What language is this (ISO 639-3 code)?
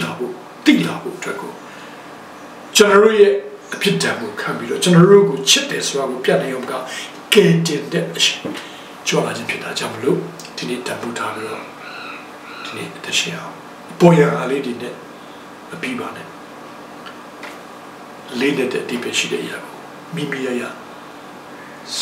mya